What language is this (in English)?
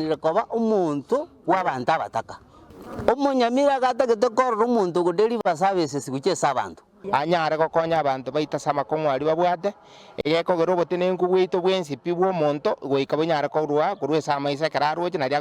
Gusii